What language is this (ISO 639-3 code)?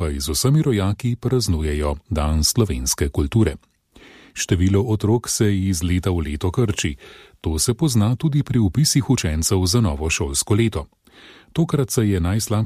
slv